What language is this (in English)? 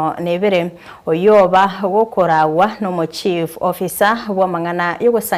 Gusii